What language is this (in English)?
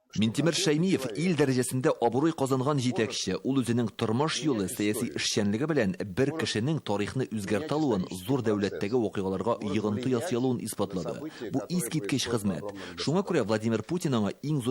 Tatar